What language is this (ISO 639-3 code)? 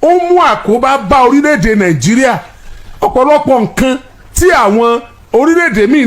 yor